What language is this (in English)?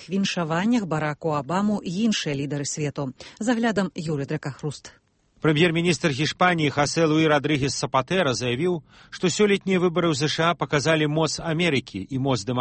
Belarusian